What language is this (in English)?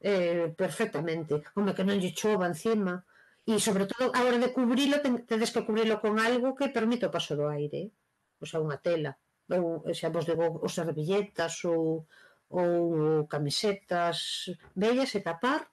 Galician